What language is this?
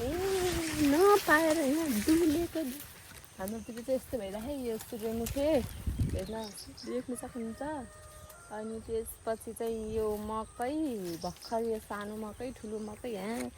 Nepali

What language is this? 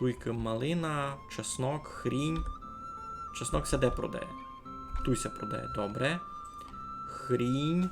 Rusyn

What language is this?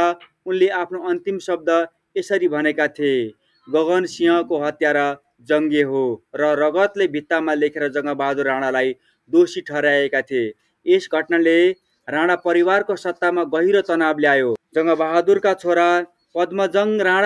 Nepali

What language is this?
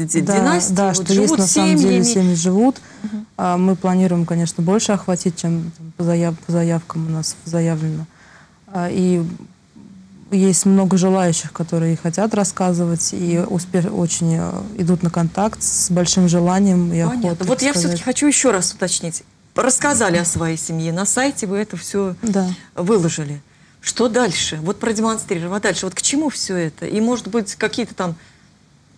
Russian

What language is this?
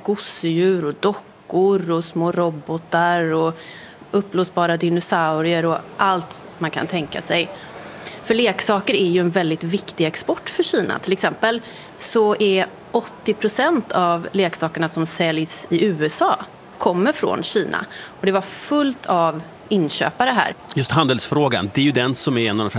Swedish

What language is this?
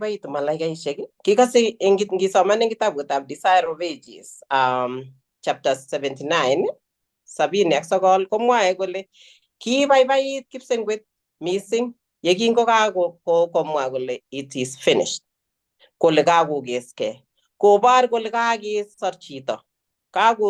Kalenjin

